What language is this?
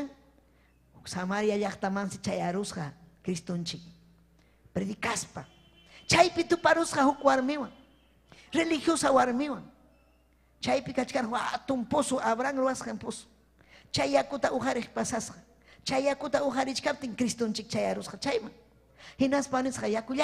Ayacucho Quechua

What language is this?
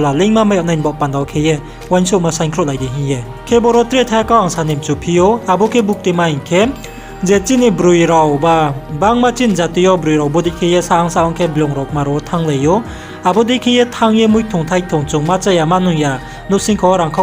Riang (India)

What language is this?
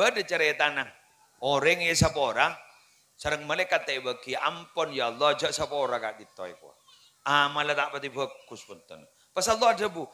Madurese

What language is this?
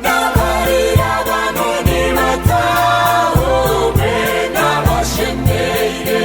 Nyankole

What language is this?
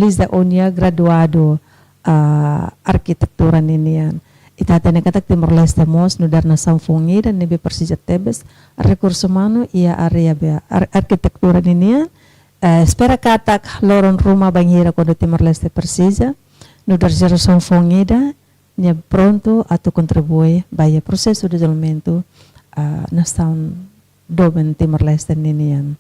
Tetum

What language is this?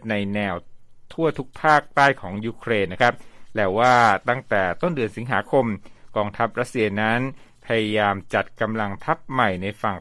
Thai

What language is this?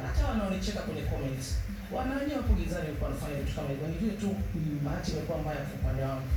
Swahili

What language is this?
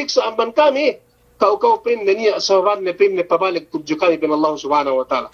Yakan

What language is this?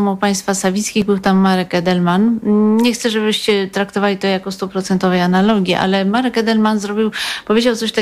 Polish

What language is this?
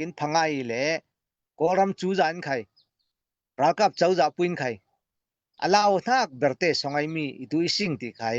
Falam Chin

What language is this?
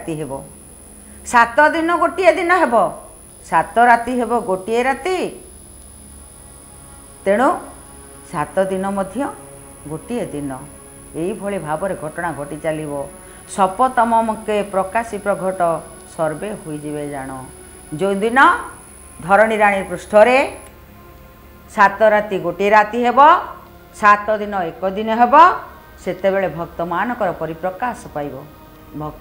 Odia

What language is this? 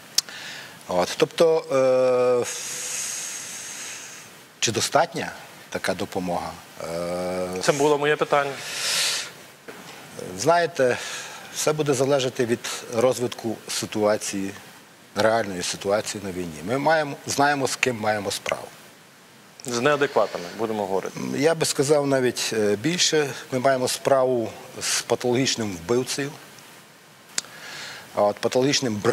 Ukrainian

